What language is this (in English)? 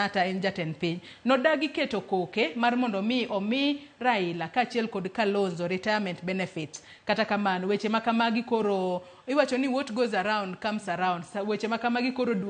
Luo (Kenya and Tanzania)